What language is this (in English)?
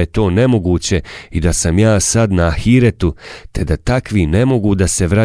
Bosnian